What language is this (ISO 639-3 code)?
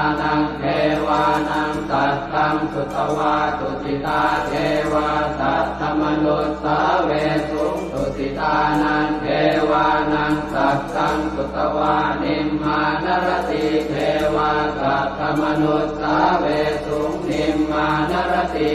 pli